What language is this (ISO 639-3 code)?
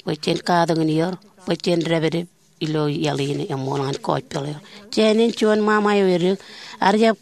mah